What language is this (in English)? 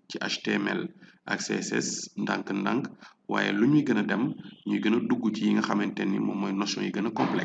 Wolof